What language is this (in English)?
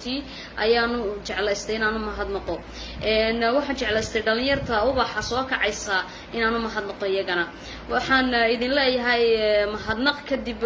Somali